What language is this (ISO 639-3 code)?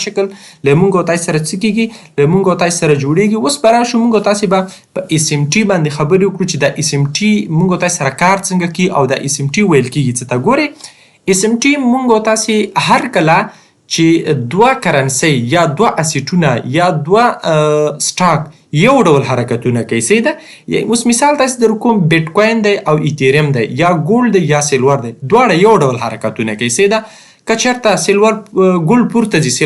pus